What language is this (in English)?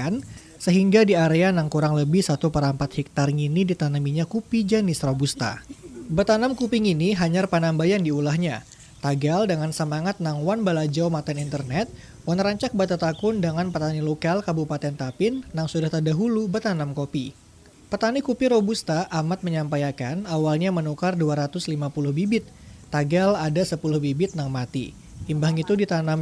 Banjar